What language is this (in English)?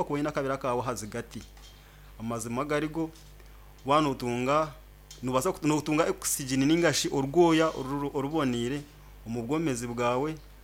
Nyankole